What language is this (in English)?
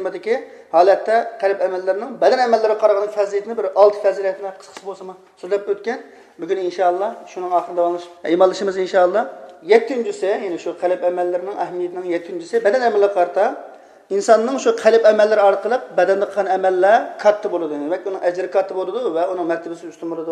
Uyghur